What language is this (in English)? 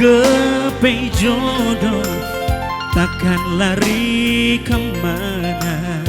Batak Karo